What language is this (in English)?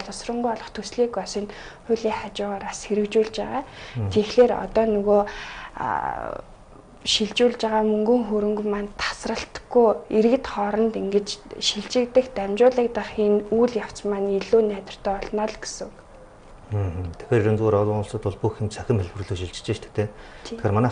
Mongolian